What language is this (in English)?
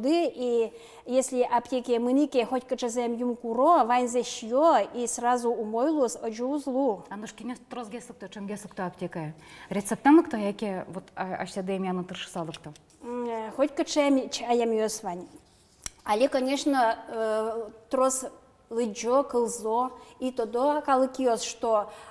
Udmurt